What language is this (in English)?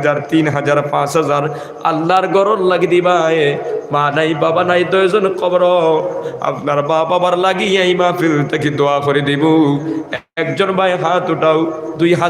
Sylheti